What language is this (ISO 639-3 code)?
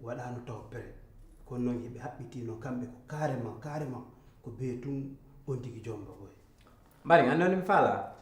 ful